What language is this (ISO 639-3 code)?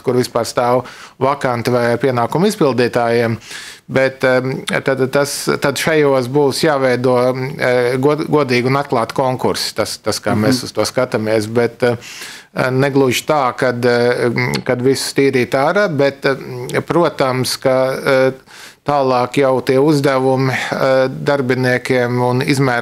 lav